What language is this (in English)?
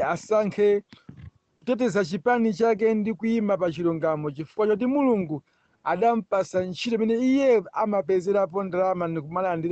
Nyanja